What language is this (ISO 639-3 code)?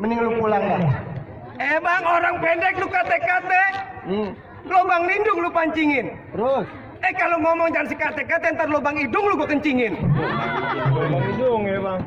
bew